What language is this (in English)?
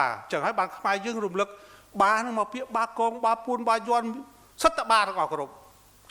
Khmer